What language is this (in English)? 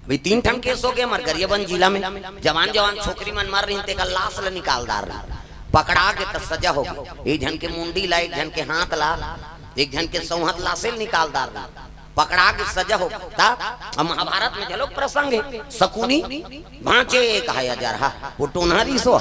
Chhattisgarhi